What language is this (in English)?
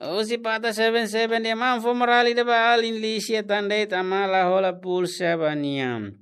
Tetum